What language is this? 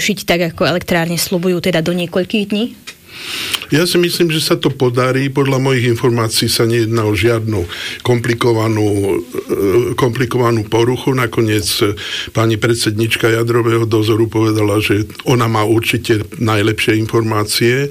Slovak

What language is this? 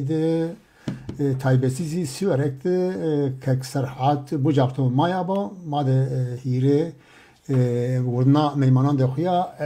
Zaza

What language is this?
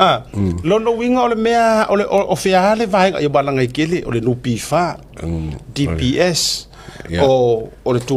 Samoan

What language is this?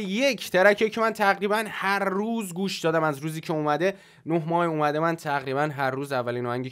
Persian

